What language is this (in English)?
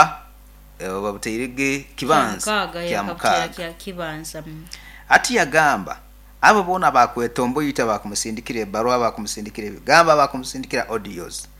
Nyoro